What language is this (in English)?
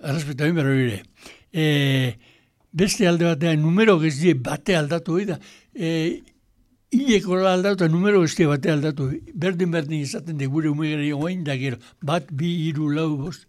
Basque